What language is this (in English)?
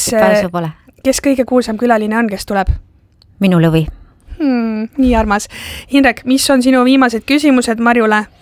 Estonian